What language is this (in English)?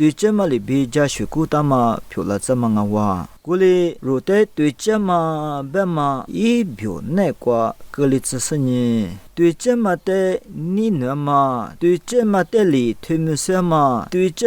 Lisu